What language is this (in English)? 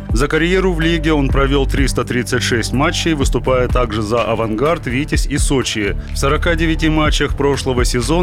Russian